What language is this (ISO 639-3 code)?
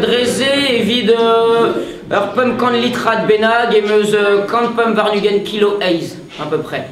bre